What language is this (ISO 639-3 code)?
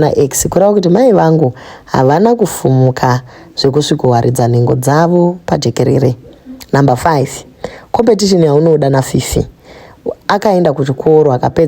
sna